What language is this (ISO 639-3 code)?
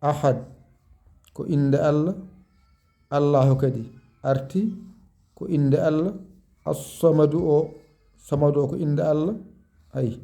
ful